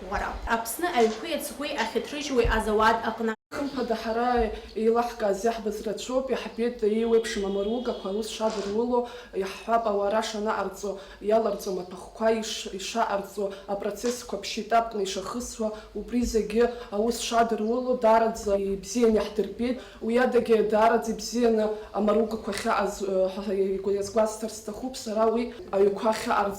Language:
Abkhazian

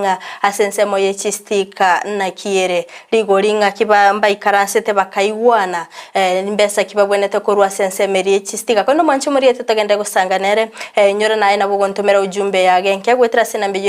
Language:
Gusii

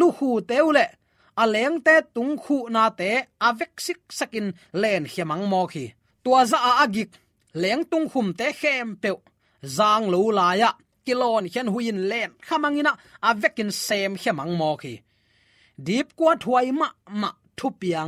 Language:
Tedim Chin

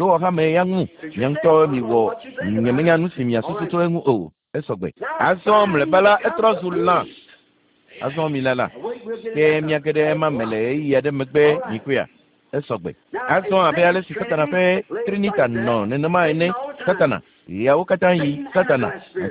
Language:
Ewe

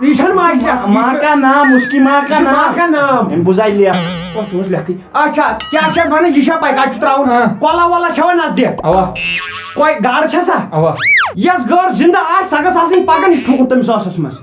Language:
Kashmiri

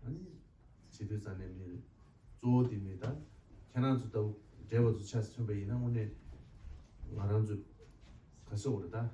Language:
Tibetan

